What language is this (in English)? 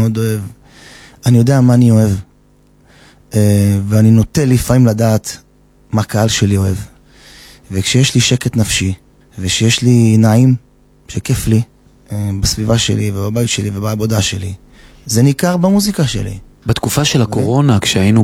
Hebrew